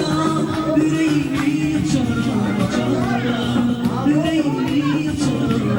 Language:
Turkmen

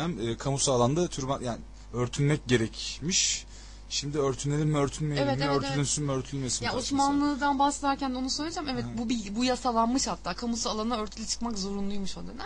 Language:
Turkish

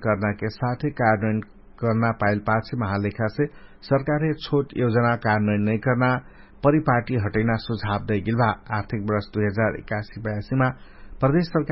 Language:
Dangaura Tharu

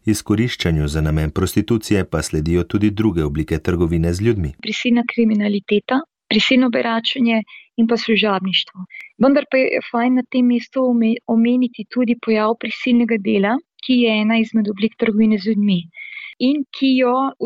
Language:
Slovenian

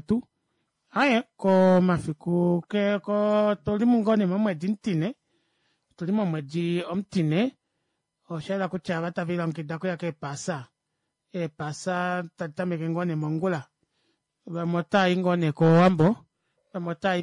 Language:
Kuanyama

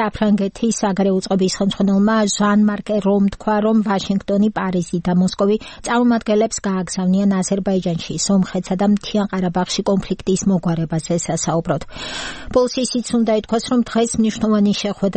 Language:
Georgian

